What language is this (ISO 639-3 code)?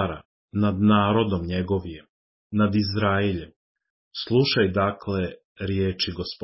srp